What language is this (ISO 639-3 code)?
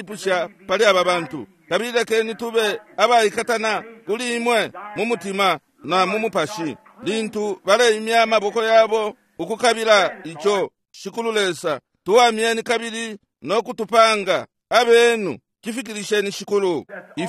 bem